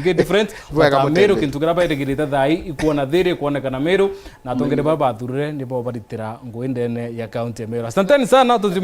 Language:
Meru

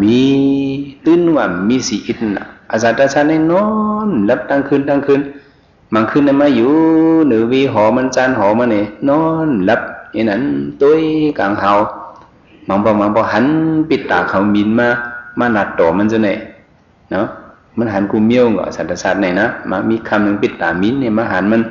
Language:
Shan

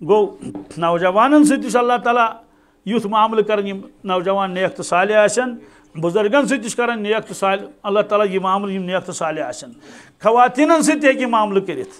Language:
Kashmiri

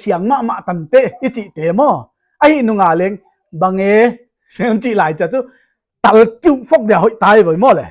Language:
Paite Chin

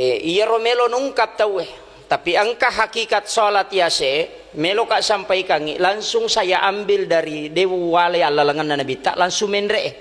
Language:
Buginese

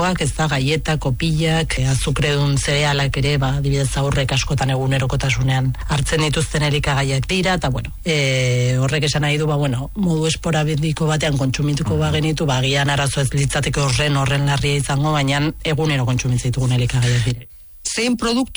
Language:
Basque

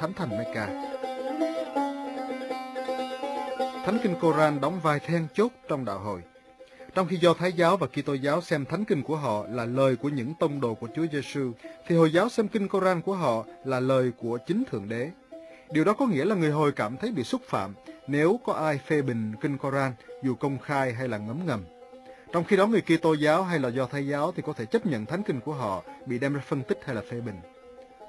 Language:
Vietnamese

